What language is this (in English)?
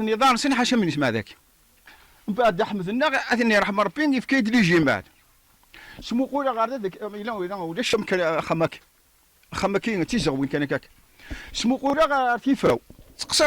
Kabyle